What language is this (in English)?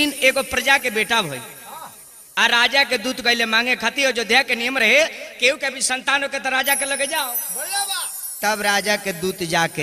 Bhojpuri